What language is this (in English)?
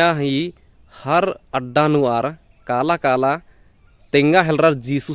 Kurukh